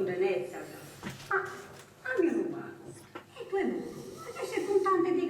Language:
Sardinian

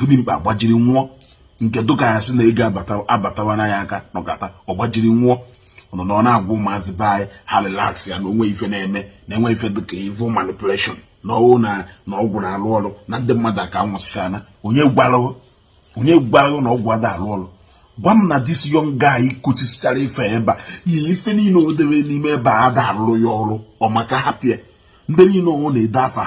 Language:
Igbo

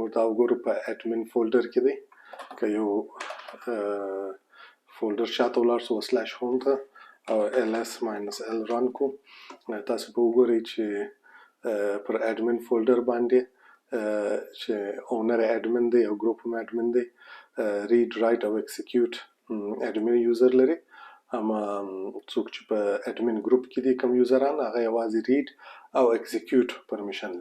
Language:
Pashto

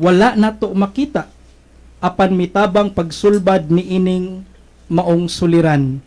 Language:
Cebuano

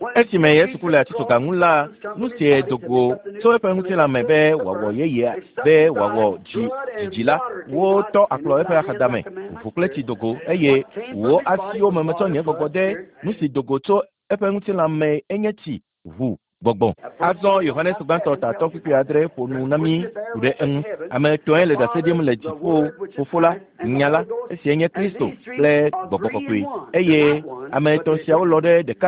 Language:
Ewe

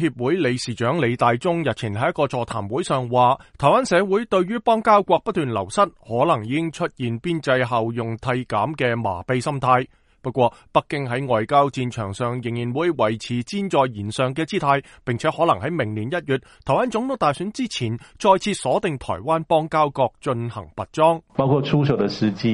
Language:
Cantonese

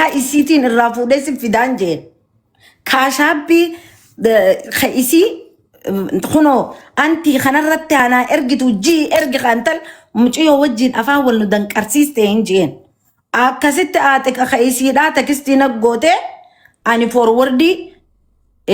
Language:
Oromo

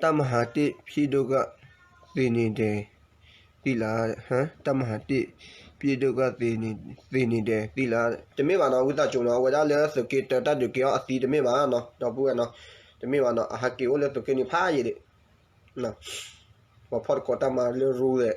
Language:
S'gaw Karen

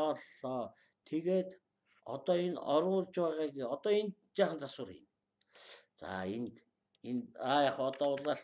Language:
Mongolian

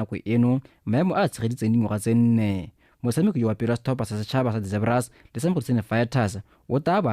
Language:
Tswana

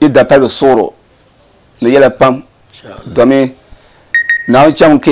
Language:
Dagbani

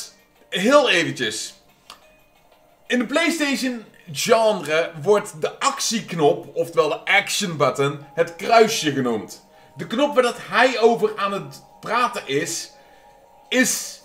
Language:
Dutch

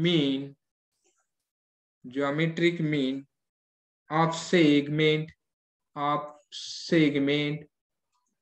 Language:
Marathi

